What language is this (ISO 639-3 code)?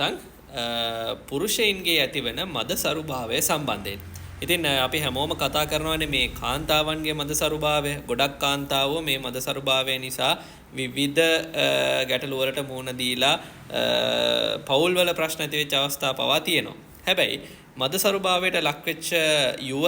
sin